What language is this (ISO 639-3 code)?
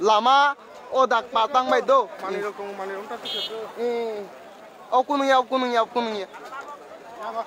trp